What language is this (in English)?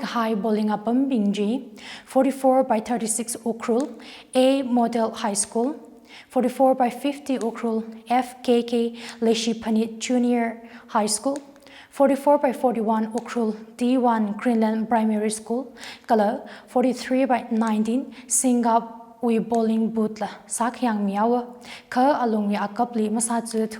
Tangkhul Naga (India)